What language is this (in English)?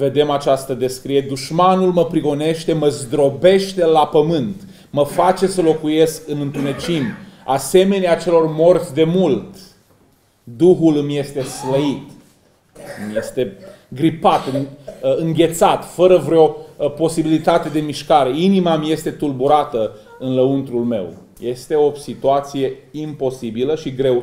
Romanian